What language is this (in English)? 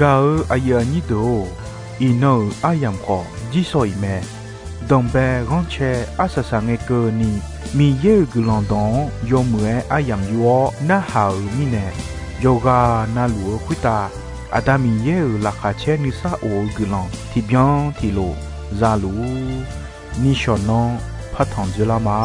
Akha